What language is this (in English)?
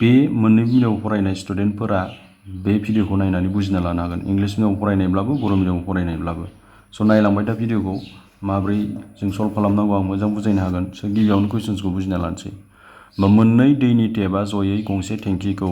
Bodo